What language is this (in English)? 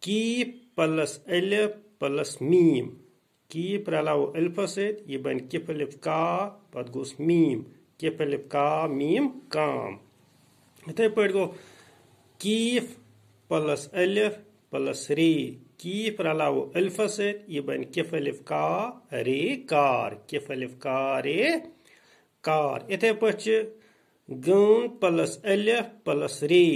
Kashmiri